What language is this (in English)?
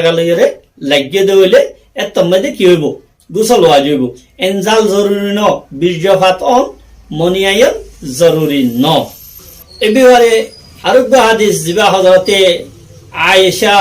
Rohingya